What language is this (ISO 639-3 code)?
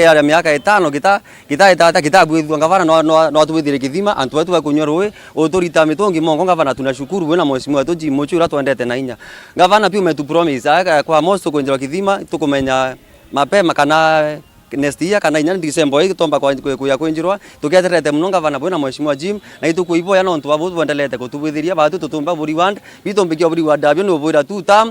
mer